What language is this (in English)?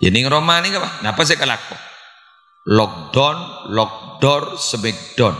Madurese